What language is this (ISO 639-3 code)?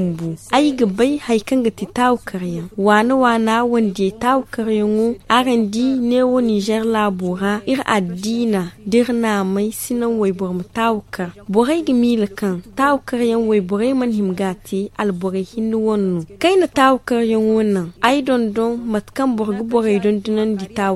dje